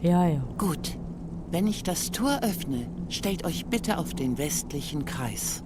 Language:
Swiss German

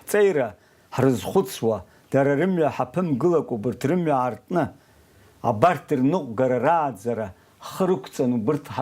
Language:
Abkhazian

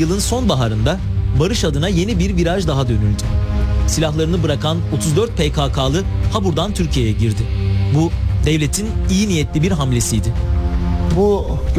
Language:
Turkish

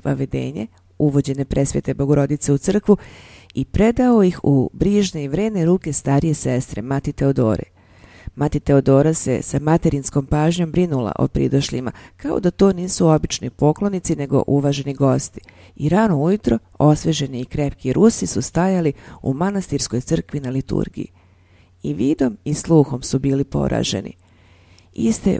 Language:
Serbian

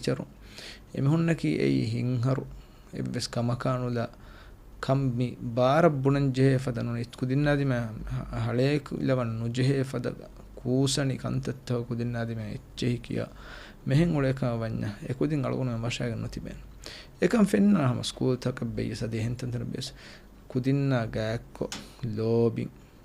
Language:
Divehi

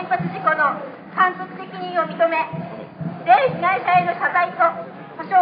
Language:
Japanese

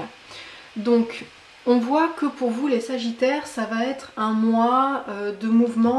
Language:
French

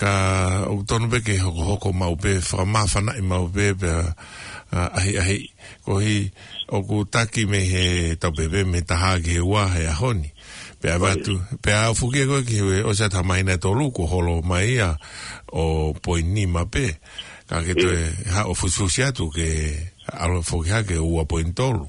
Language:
Tongan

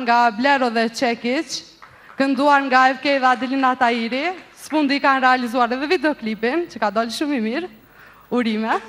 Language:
Albanian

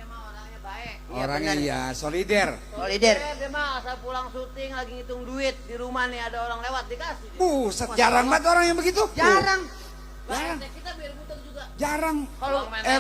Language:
Betawi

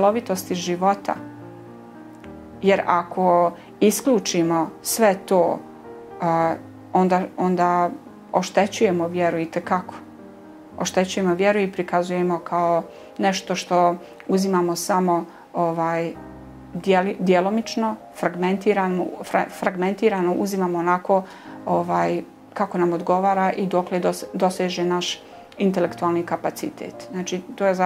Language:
Bosnian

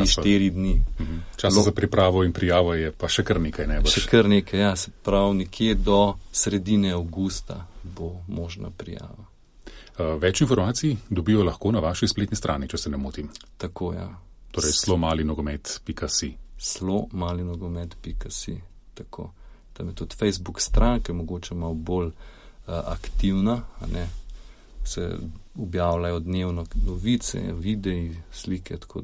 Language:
Slovenian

